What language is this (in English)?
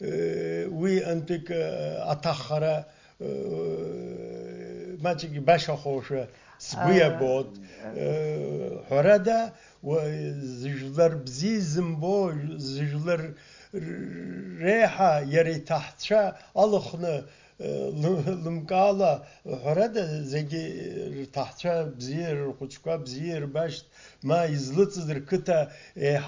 Abkhazian